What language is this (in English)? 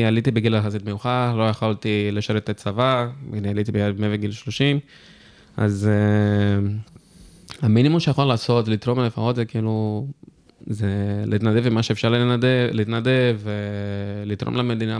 Hebrew